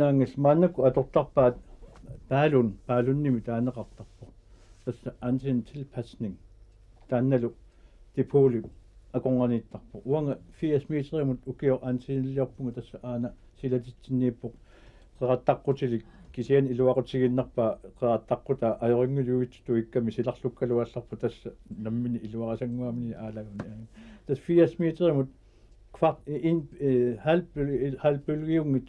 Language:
Kalaallisut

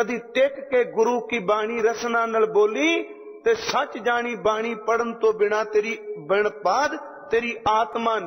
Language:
Punjabi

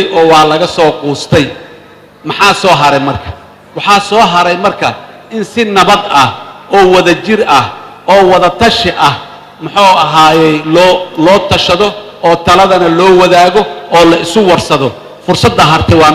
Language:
Somali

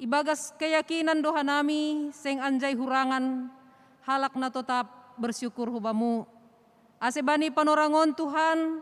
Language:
Batak Simalungun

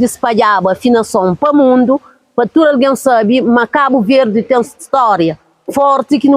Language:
Kabuverdianu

